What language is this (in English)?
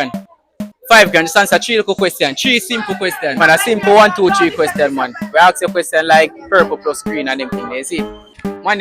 Jamaican Creole English